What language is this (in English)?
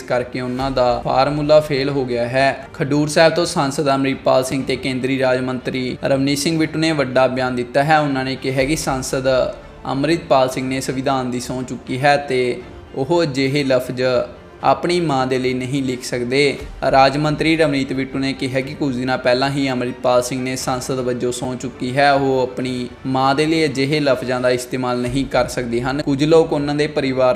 Punjabi